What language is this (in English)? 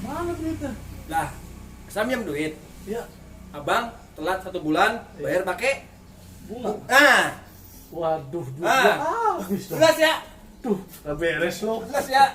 Betawi